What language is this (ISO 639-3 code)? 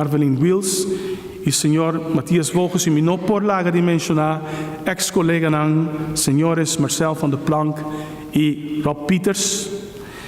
pap